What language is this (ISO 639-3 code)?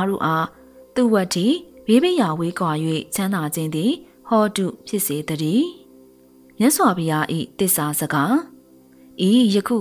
mya